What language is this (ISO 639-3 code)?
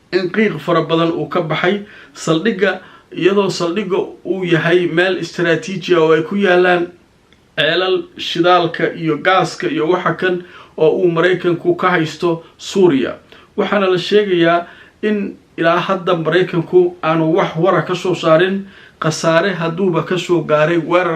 som